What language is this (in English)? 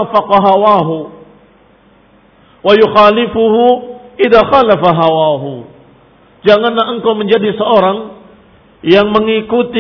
Indonesian